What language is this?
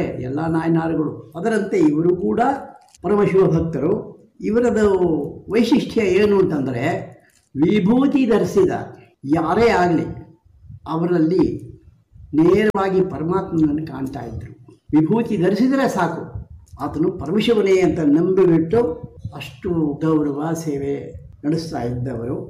Kannada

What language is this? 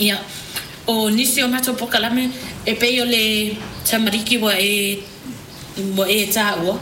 Samoan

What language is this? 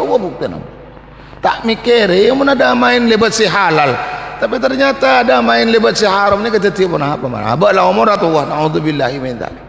Madurese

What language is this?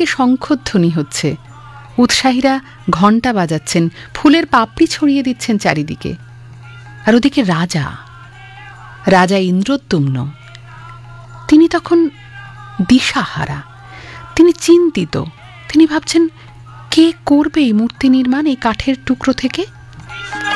Bangla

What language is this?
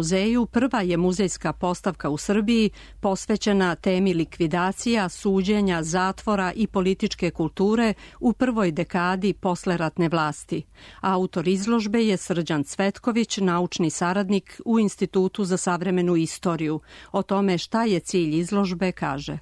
Serbian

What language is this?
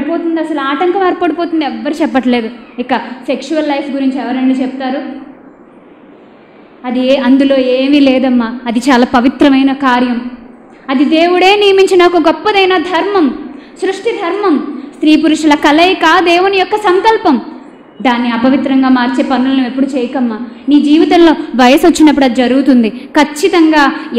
Telugu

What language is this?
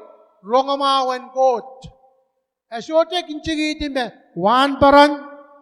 Pohnpeian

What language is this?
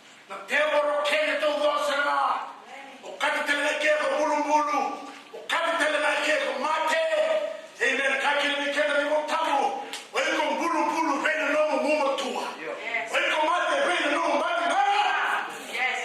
Fijian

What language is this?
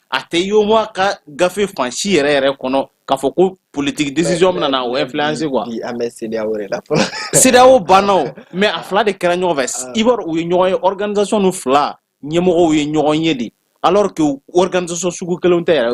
Bambara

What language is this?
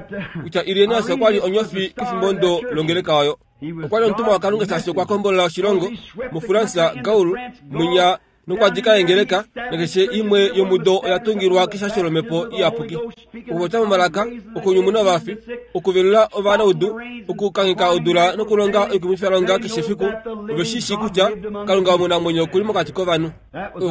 Kuanyama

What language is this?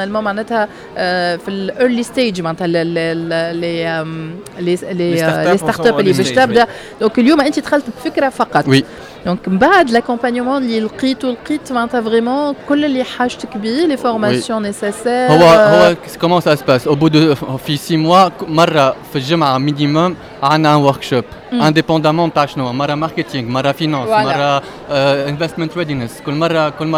Tunisian Arabic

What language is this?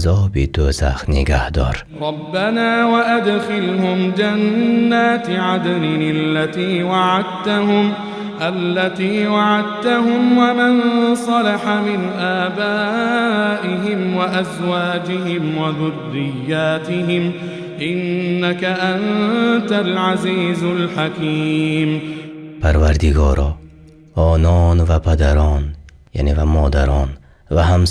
Tajik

